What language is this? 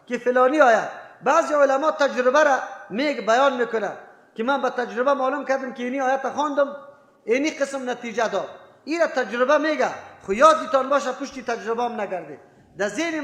Persian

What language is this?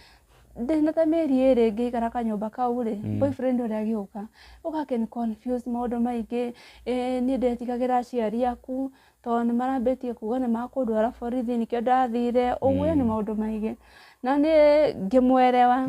Kikuyu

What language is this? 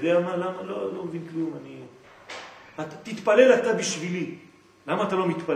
Hebrew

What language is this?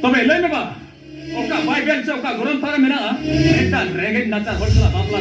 Santali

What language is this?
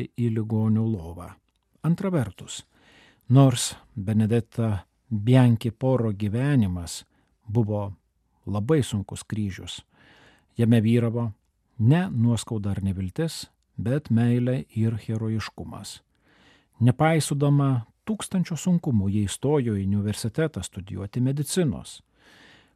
Lithuanian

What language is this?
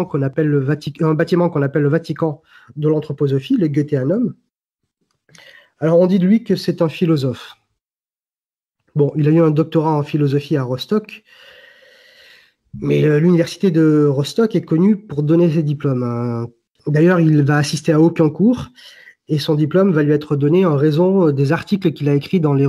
French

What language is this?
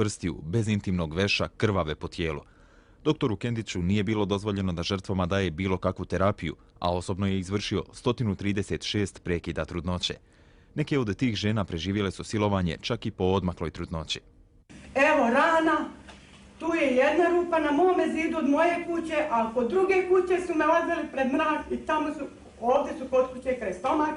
Bosnian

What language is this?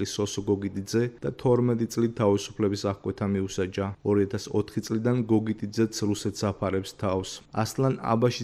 Georgian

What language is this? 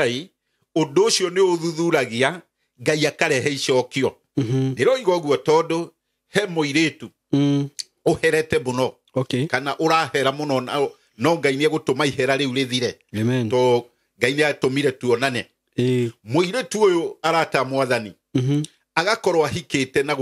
Kikuyu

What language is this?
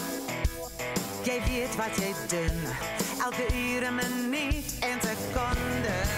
Afrikaans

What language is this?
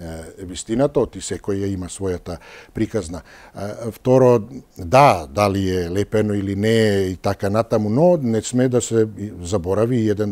Macedonian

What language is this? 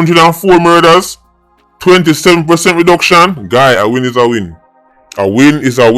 Jamaican Creole English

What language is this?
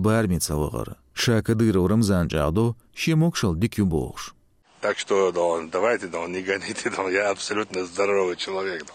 Chechen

